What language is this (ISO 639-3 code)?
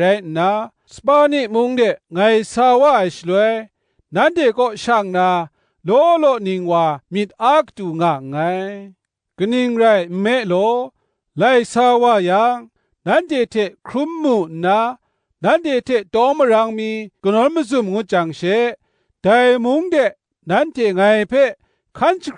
kac